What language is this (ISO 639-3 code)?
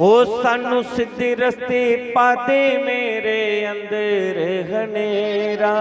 doi